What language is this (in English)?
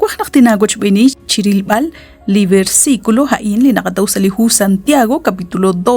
Kekchí